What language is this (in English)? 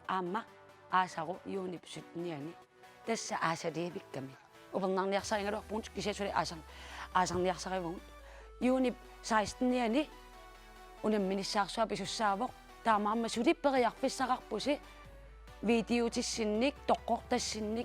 Kalaallisut